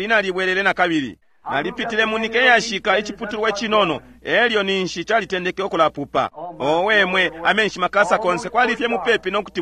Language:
Bemba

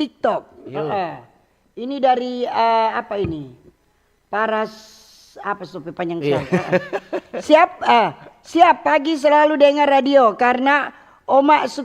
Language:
Manado Malay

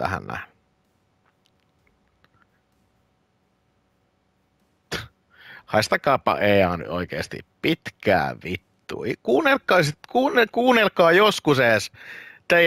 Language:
Finnish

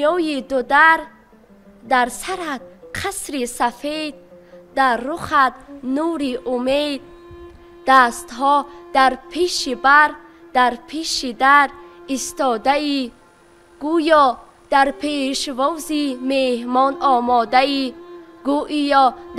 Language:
Tajik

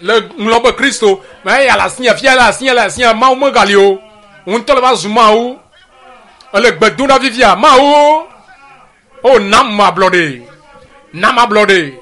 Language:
Ewe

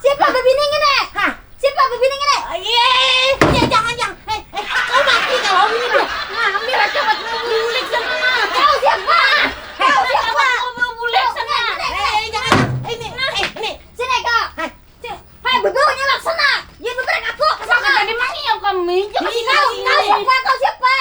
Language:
Banjar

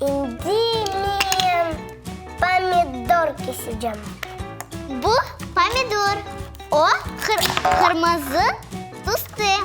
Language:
Crimean Tatar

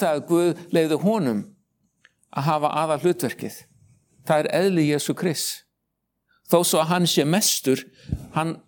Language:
Icelandic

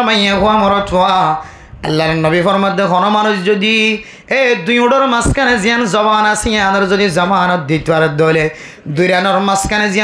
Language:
Rohingya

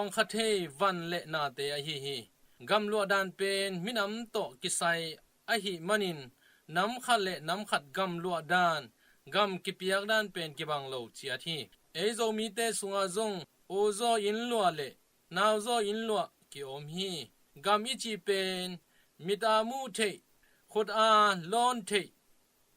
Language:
Tedim Chin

